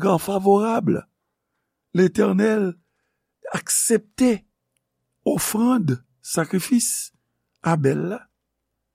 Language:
Haitian Creole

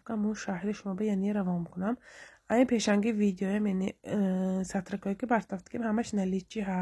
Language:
Tajik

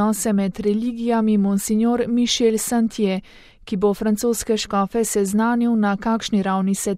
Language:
Slovenian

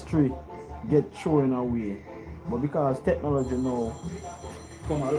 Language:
Jamaican Creole English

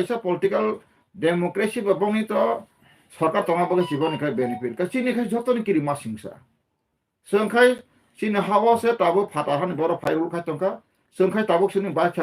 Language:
Kok Borok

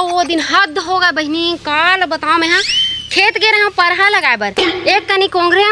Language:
Chhattisgarhi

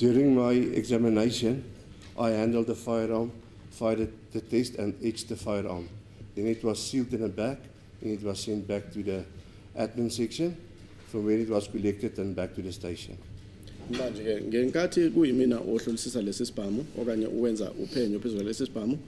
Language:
Venda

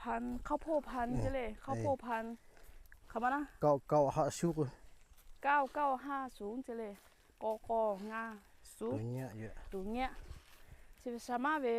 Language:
Lahu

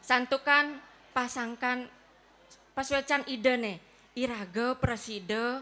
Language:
Balinese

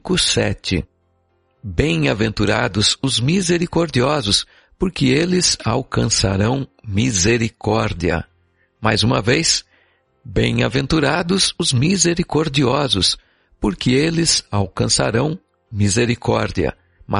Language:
Portuguese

